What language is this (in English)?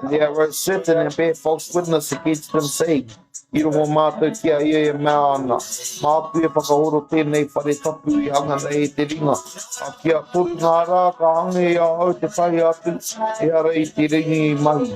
Māori